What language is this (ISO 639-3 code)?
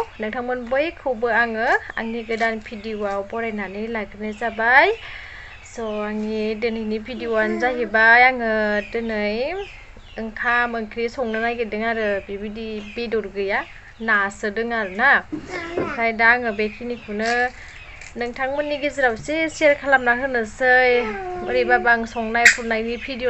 brx